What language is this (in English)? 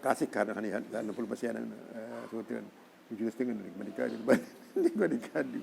Sasak